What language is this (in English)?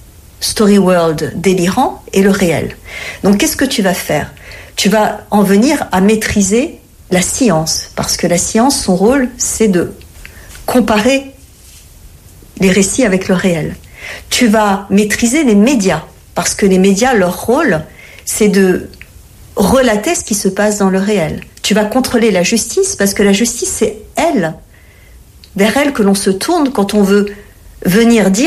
French